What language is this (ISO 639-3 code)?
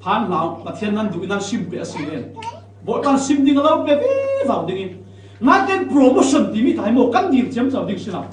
cfm